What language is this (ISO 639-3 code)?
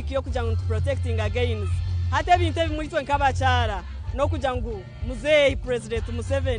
nyn